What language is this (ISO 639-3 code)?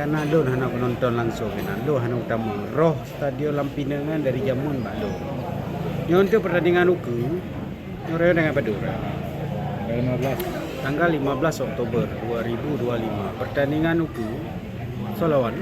ace